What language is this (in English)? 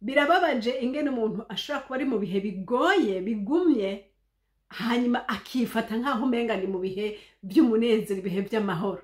Rundi